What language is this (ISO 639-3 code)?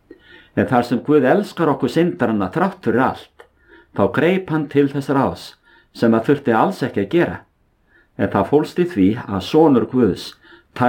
isl